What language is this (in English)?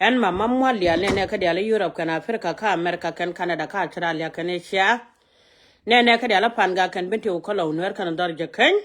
Nuer